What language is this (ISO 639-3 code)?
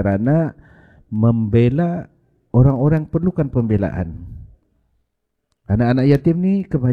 msa